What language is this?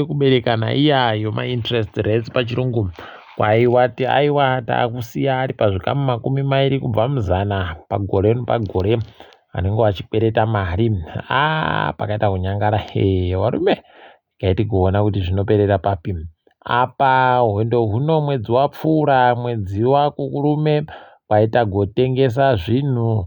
Ndau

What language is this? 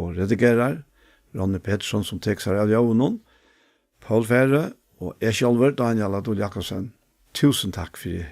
Faroese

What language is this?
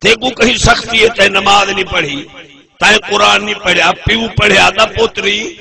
Saraiki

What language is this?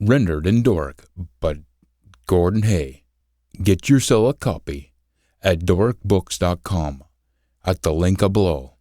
Scots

